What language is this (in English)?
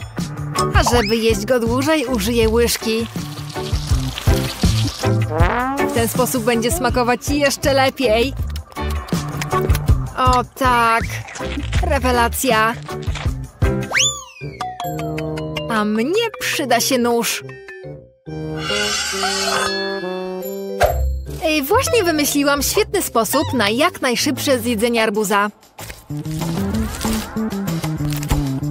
Polish